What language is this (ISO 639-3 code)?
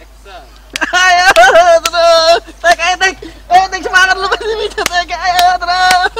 bew